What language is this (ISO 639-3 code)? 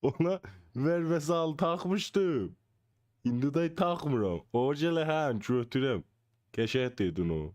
azb